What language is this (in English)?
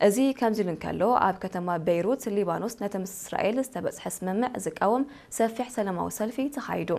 Tigrinya